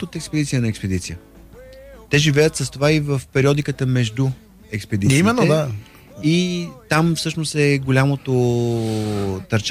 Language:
Bulgarian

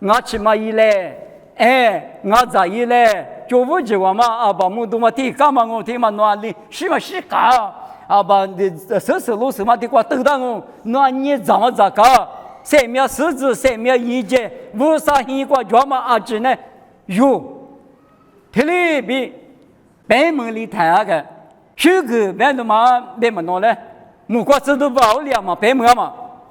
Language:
Lisu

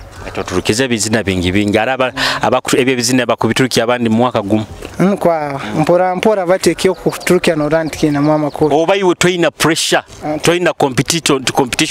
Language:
Nyoro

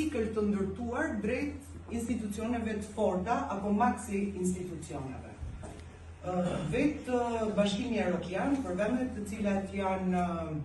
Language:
Albanian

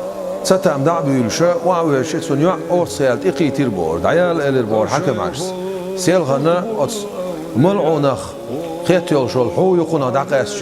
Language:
Chechen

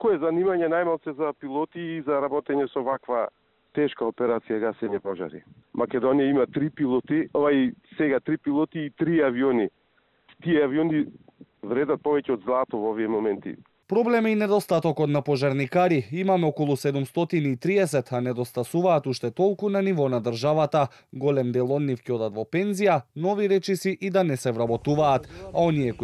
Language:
Macedonian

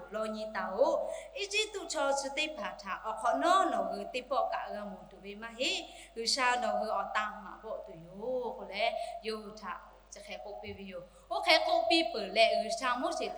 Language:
Lahu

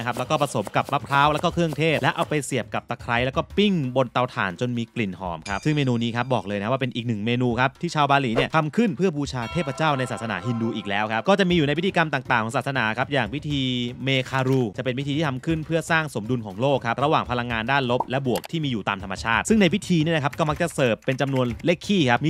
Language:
Thai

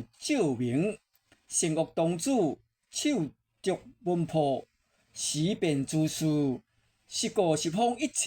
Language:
Min Nan Chinese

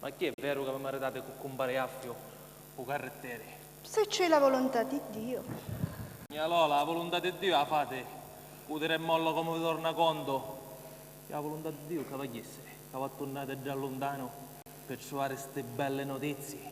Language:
Sicilian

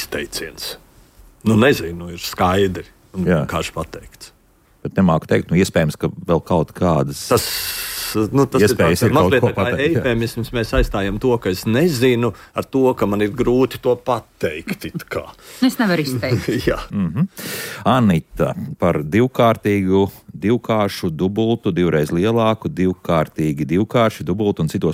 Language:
Latvian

